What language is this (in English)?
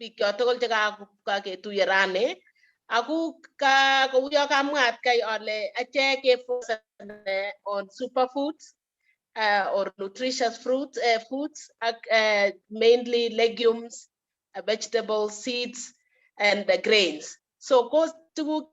Kalenjin